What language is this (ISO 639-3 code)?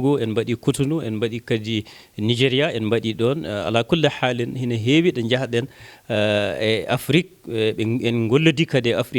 ful